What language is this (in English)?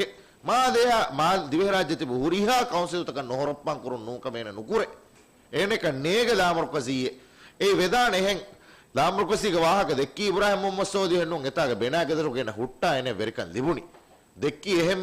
Divehi